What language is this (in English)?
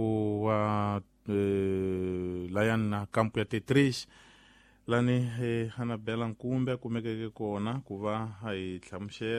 Tsonga